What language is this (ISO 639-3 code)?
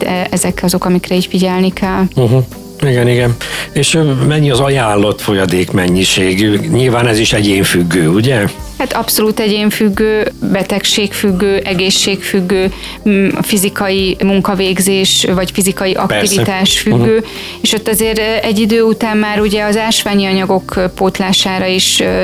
hun